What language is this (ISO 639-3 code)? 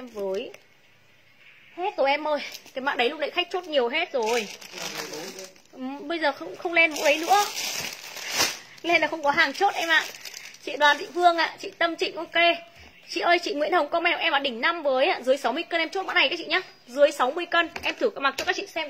vie